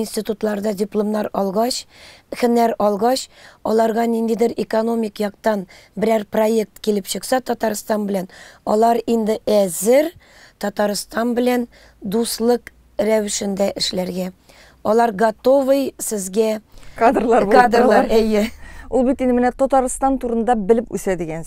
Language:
Tatar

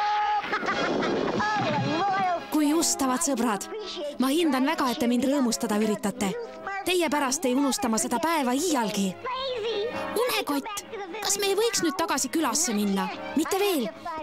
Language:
Estonian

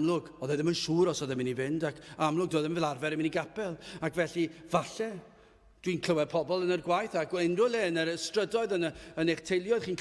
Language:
Welsh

